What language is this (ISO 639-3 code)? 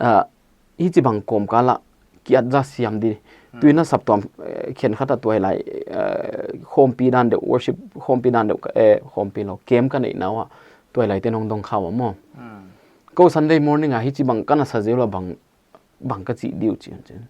pck